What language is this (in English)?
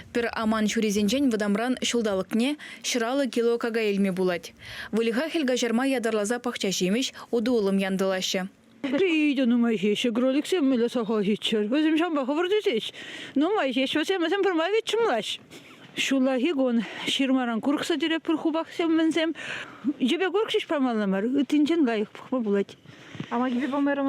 Chuvash